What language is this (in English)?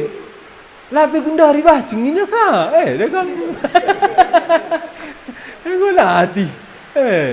Batak Karo